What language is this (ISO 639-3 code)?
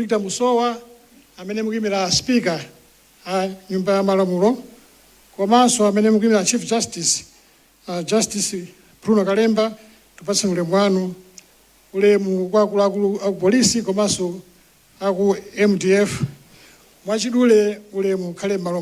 nya